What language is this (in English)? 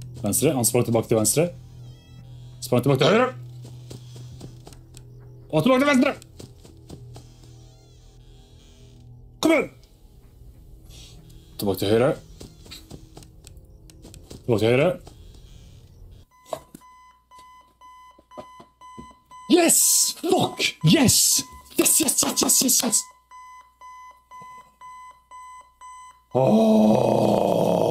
Norwegian